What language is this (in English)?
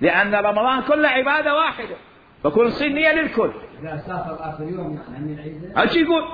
Mesopotamian Arabic